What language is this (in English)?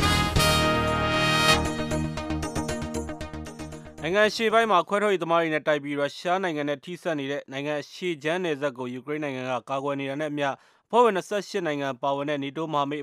Burmese